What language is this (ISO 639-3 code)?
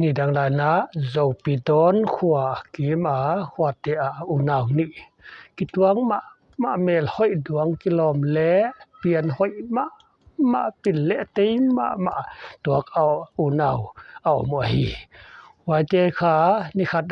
pck